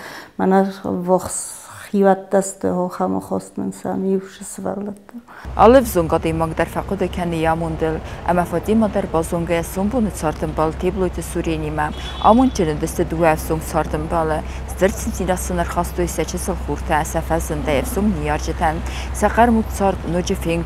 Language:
Ossetic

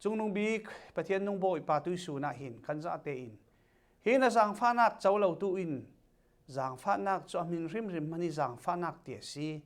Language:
Falam Chin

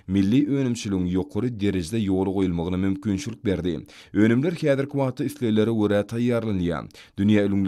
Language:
Turkmen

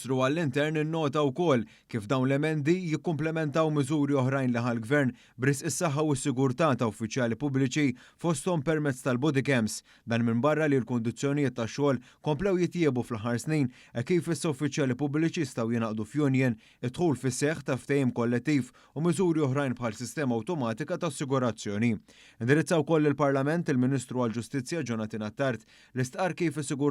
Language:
Maltese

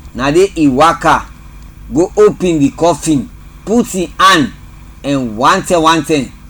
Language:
Krio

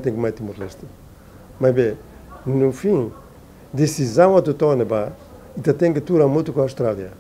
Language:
Tetum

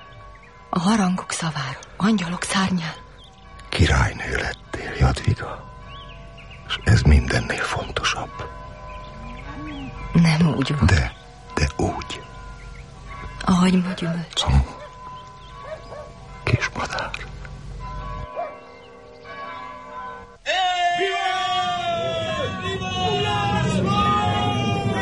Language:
Hungarian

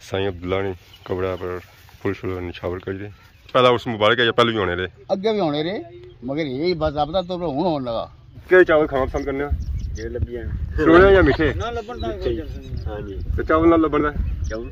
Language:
Pahari-Potwari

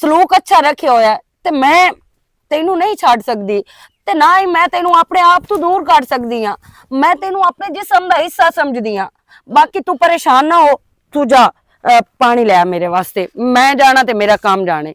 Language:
Western Panjabi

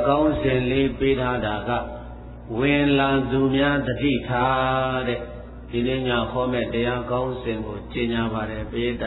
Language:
Burmese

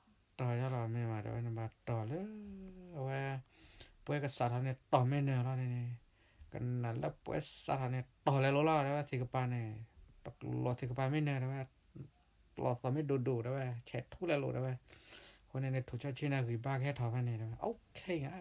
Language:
S'gaw Karen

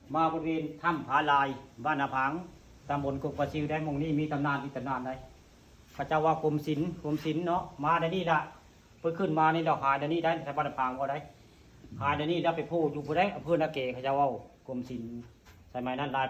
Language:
Northeastern Thai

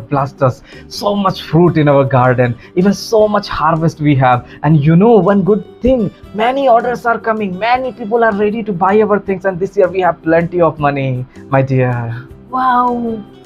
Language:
Naga Pidgin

